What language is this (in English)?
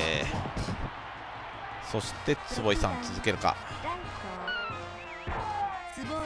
Japanese